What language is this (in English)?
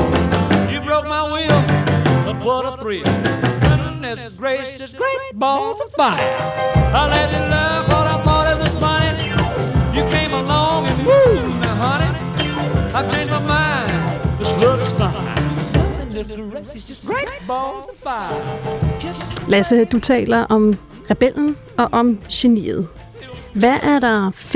Danish